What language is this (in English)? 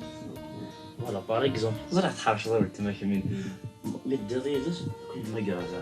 Kabyle